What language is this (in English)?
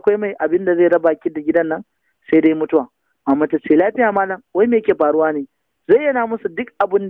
Hausa